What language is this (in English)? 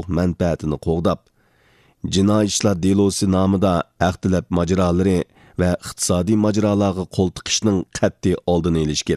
Uyghur